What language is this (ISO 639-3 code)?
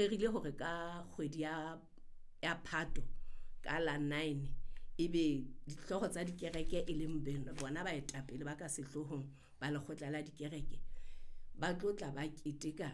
sot